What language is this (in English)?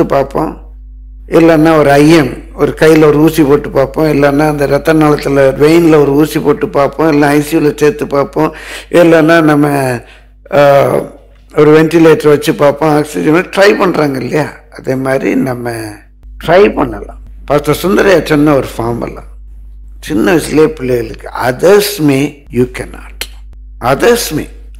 Tamil